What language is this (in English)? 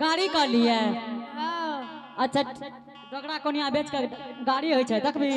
Angika